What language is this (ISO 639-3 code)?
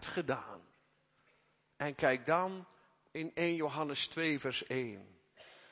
nld